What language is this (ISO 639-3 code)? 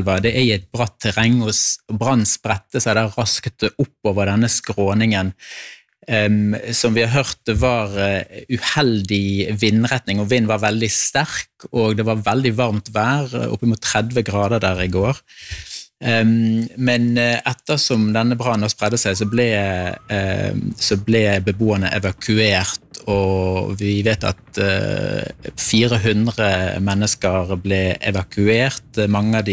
nor